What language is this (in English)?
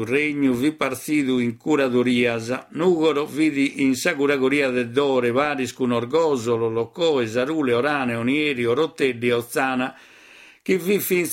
Sardinian